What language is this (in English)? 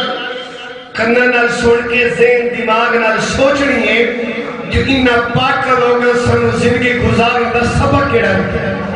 Saraiki